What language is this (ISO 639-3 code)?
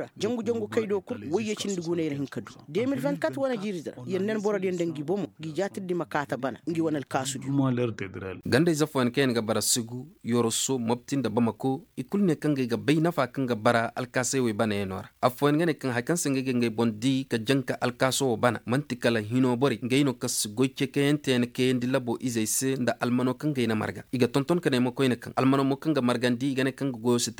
ses